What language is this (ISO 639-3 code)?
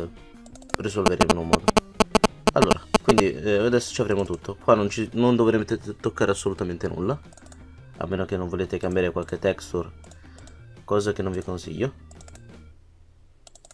ita